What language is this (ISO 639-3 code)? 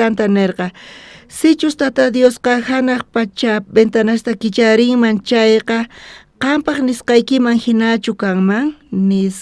quh